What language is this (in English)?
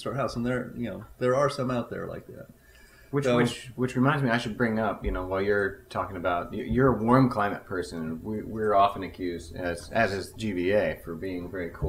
English